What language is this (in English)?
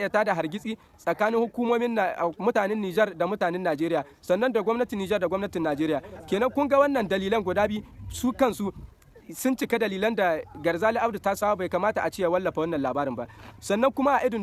Hausa